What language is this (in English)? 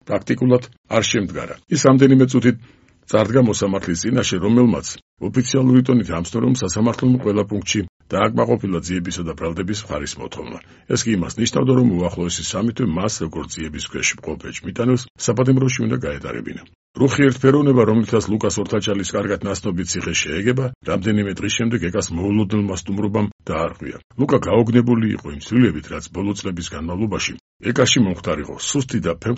Georgian